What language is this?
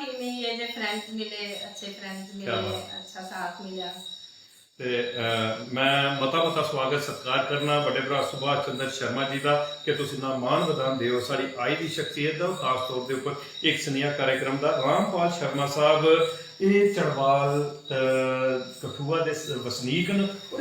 Dogri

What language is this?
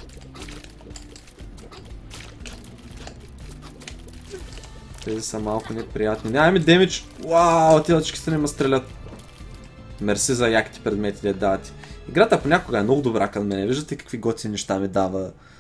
Bulgarian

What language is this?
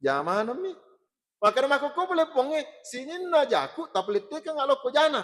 Buginese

